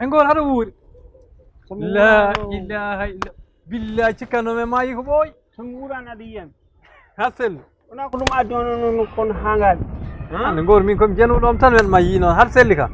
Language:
Fula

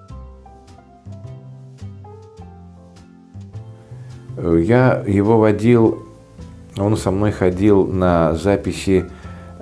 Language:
Russian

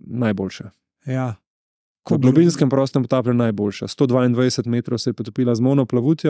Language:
Slovenian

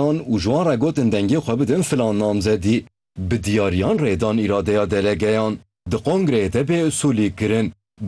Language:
Kurdish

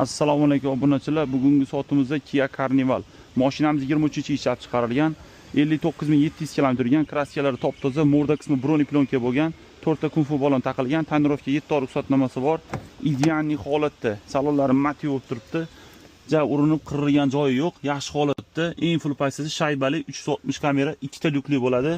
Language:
Uzbek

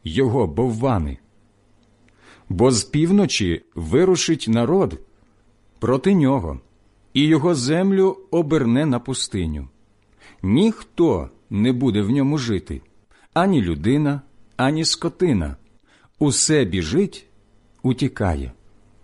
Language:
Ukrainian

